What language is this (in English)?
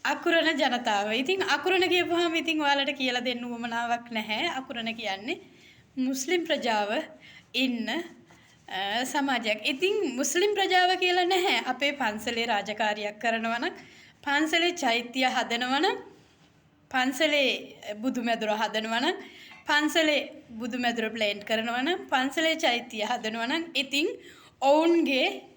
Sinhala